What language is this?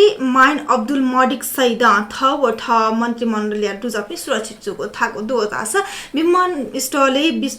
Newari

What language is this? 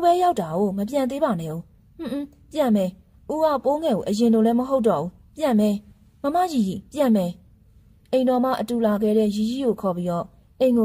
Burmese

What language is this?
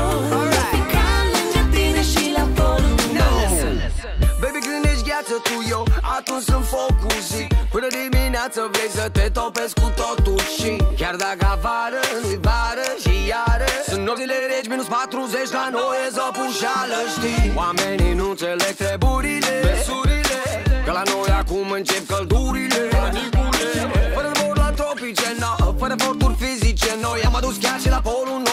Romanian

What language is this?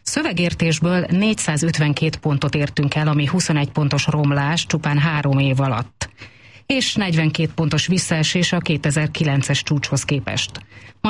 Hungarian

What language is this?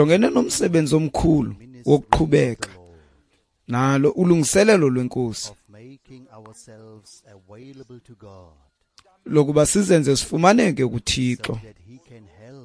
Xhosa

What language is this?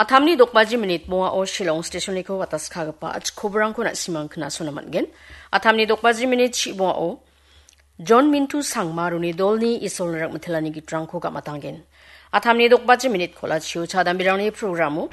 Garo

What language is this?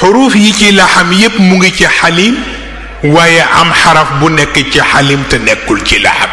Wolof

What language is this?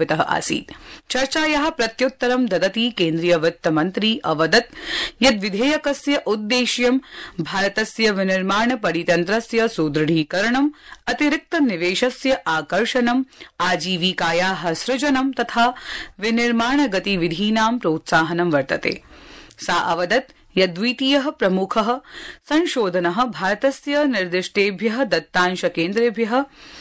Sanskrit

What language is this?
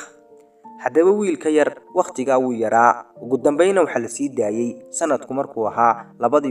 Somali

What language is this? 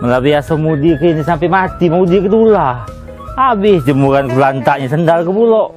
Musi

